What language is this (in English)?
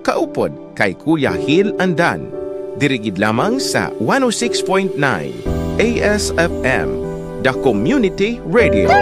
Hiligaynon